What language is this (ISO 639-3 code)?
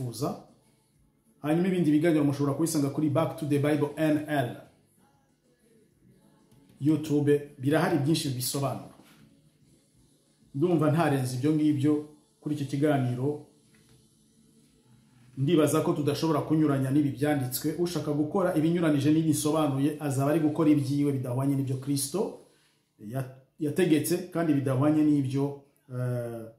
kin